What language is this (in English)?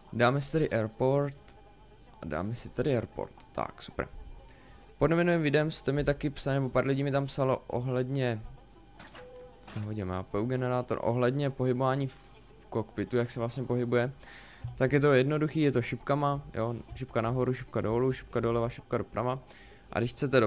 Czech